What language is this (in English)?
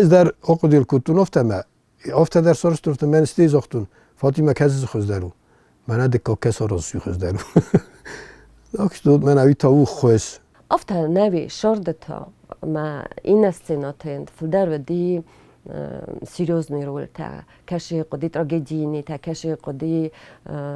Ossetic